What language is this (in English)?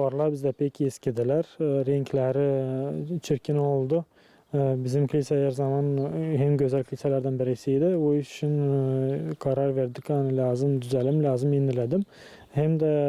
Gagauz